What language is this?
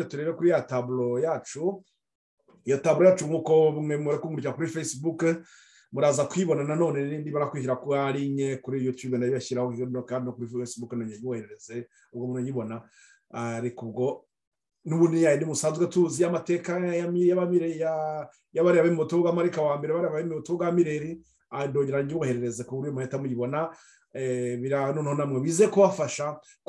Kinyarwanda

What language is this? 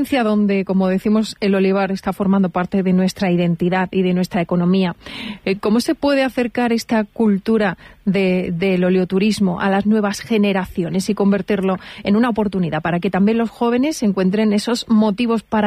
Spanish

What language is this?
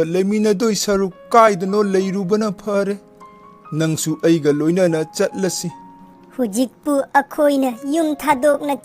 Manipuri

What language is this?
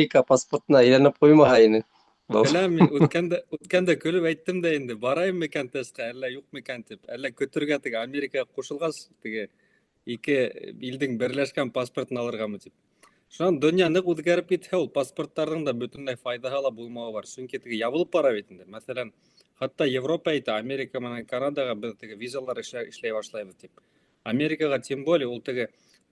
Bashkir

